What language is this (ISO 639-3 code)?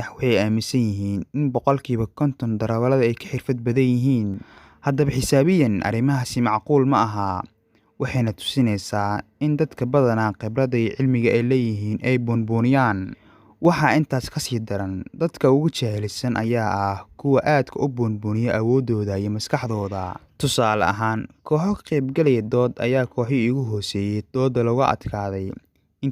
som